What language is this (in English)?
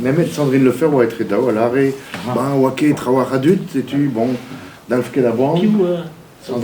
Breton